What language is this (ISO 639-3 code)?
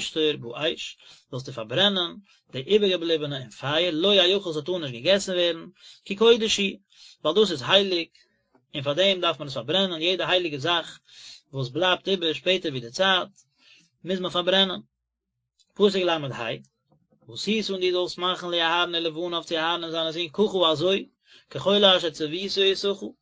yid